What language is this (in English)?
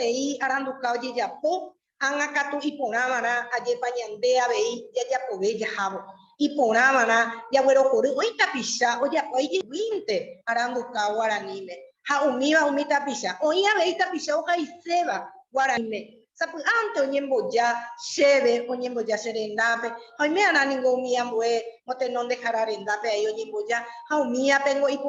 Guarani